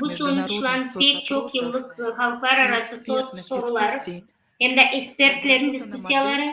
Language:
Gagauz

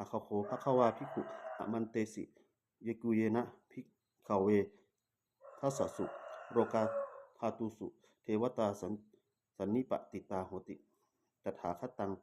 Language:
Pali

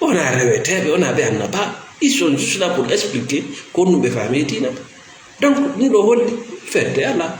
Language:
Fula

